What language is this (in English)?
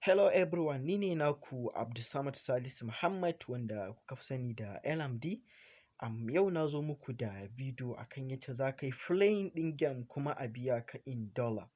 Hausa